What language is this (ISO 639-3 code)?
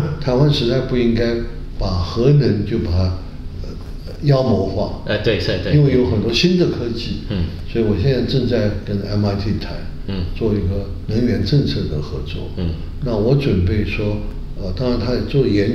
zho